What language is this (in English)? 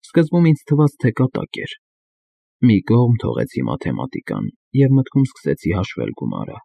Armenian